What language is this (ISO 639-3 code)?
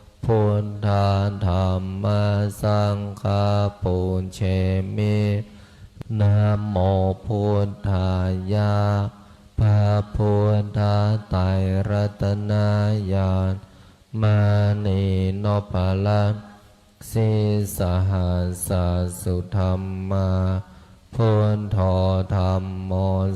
pli